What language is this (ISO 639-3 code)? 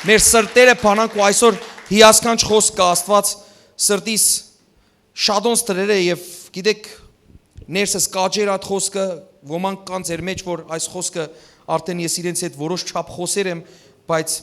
hyw